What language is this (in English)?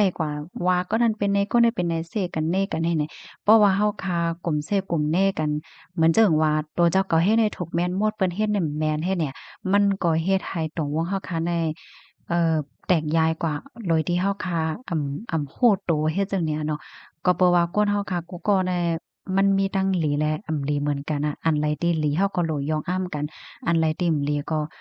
Shan